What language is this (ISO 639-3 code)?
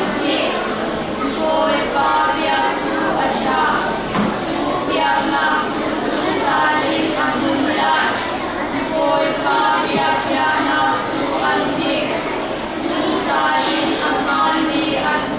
cnh